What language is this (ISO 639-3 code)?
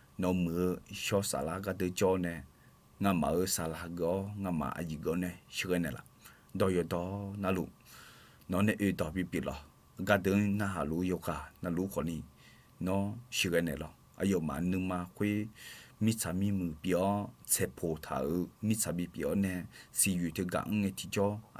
ahk